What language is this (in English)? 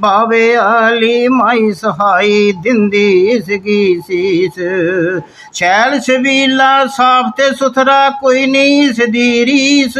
Dogri